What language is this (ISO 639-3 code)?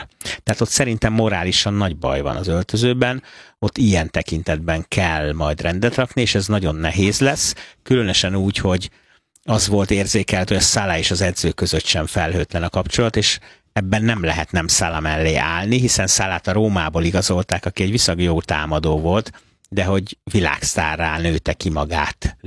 hun